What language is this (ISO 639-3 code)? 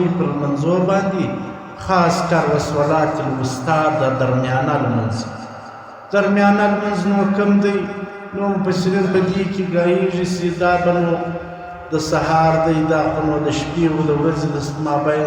pus